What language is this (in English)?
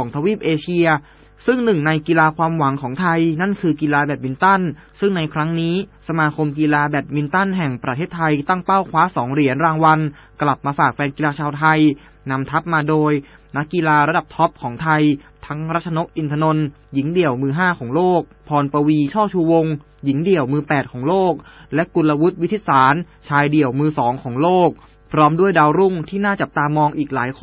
Thai